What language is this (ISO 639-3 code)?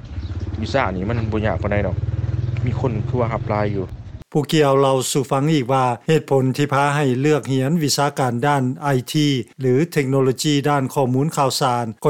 lao